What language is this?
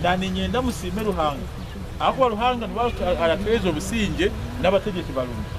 Nyankole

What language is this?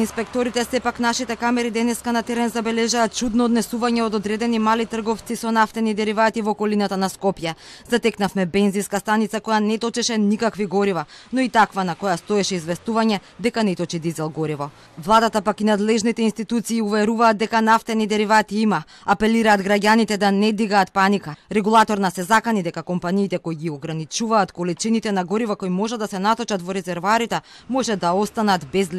Macedonian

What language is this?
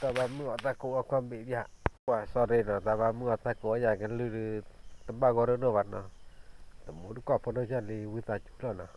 S'gaw Karen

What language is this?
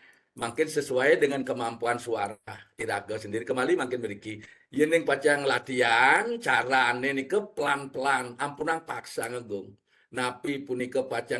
Balinese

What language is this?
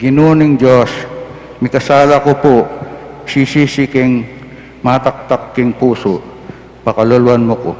Pampanga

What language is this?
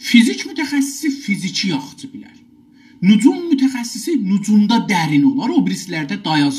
South Azerbaijani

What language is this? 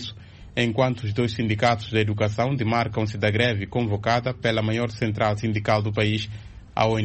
Portuguese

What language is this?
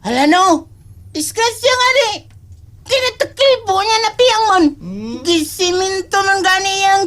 Cebuano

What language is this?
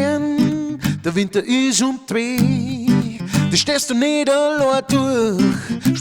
Bavarian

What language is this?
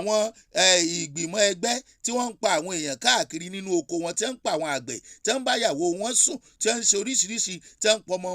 Yoruba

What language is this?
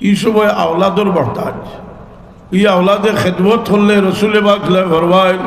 Sylheti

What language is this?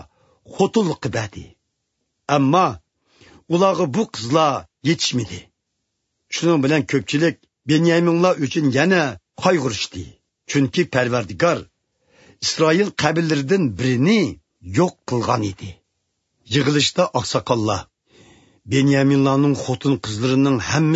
Uyghur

